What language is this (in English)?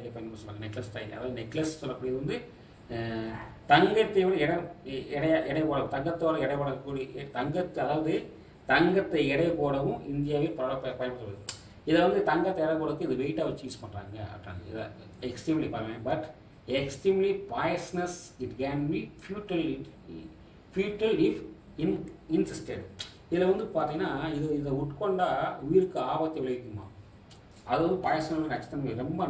Tamil